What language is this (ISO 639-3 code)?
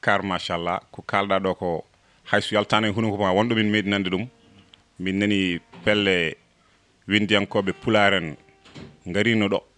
ful